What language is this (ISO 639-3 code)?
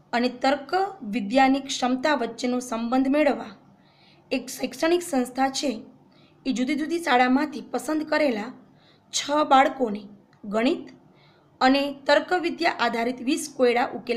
guj